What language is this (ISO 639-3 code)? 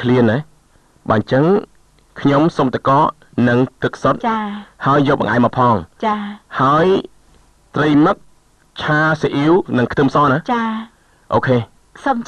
khm